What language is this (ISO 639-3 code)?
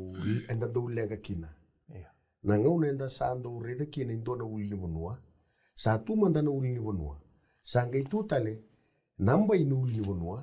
fij